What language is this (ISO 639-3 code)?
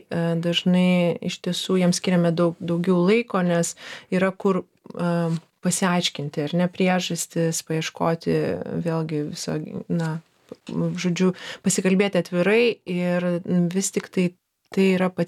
lit